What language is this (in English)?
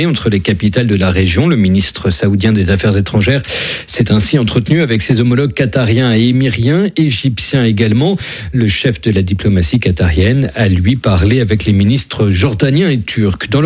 French